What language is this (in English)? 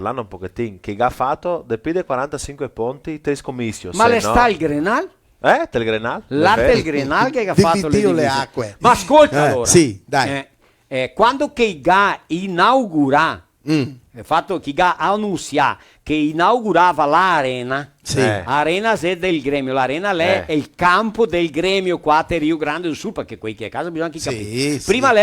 Venetian